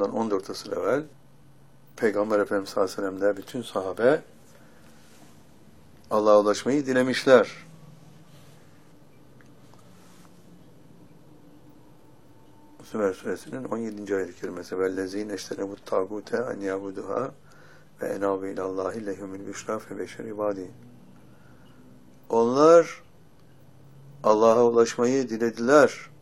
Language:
Turkish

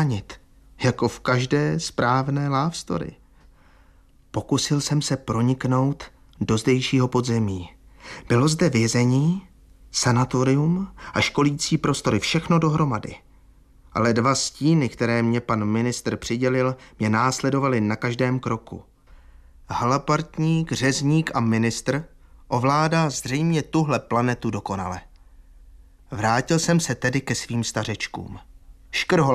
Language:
Czech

